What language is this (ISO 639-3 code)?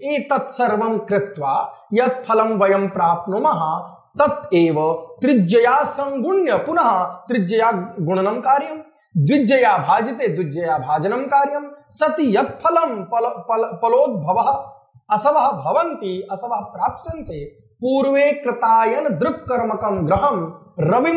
san